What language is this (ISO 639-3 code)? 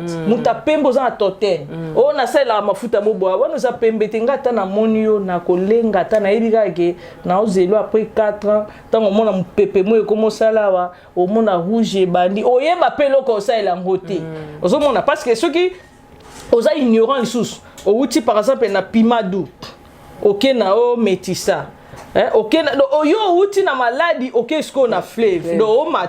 lin